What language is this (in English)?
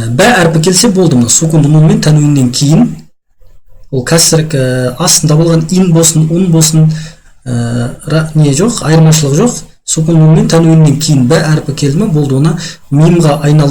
Kazakh